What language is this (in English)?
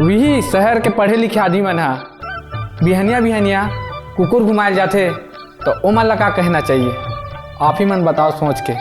Chhattisgarhi